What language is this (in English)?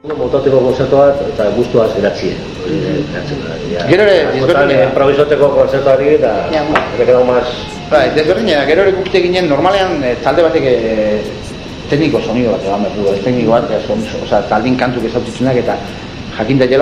Basque